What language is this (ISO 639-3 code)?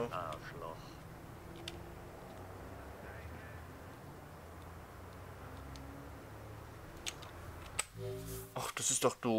deu